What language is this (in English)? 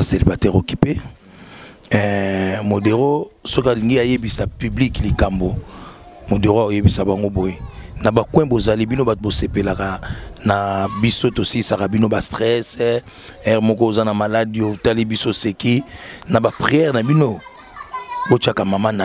Lingala